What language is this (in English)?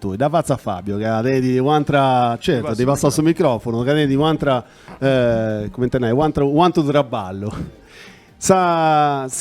Sardinian